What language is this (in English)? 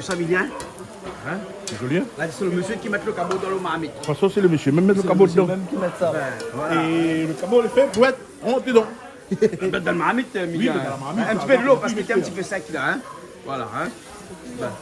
Réunion Creole French